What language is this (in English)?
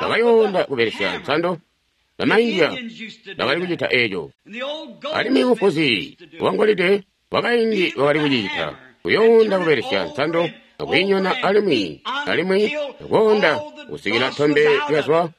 Tonga (Zambia)